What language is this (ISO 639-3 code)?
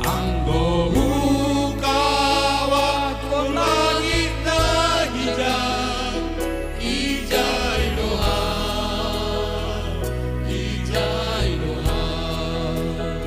bts